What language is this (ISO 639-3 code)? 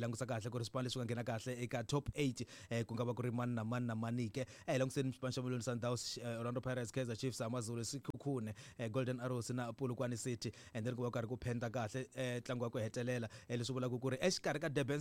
tso